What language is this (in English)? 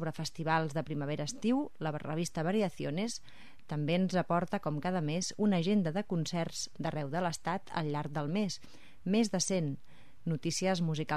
Catalan